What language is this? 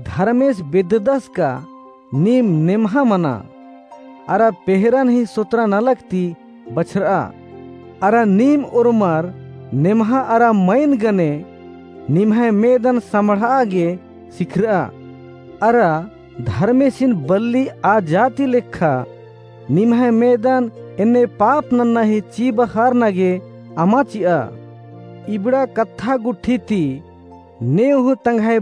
Kurukh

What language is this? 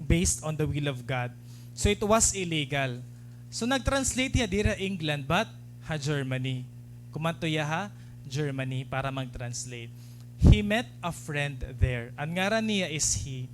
Waray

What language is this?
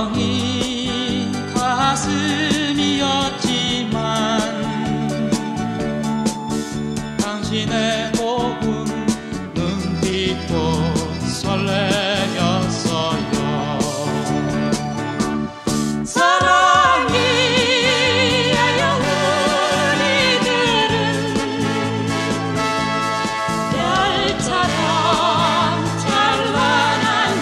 Korean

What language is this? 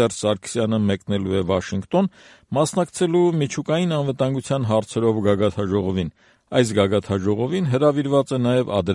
Armenian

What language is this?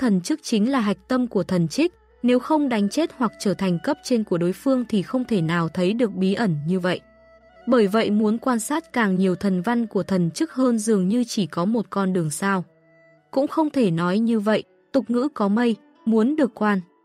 Vietnamese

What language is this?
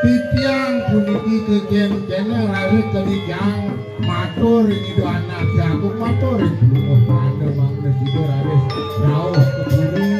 Balinese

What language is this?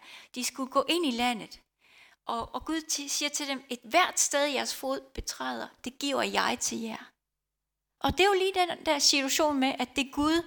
Danish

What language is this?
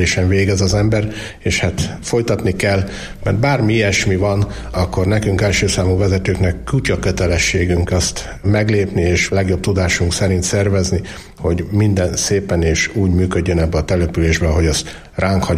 Hungarian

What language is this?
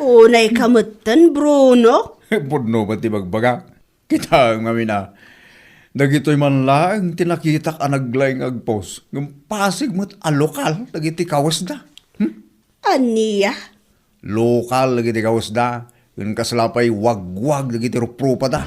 Iloko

